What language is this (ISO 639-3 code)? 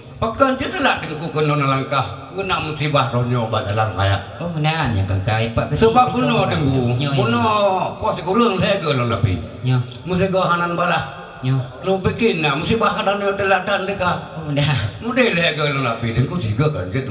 ace